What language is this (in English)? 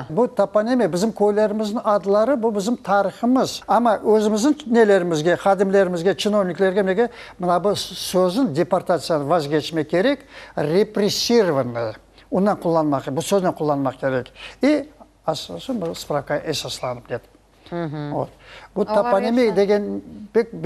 Crimean Tatar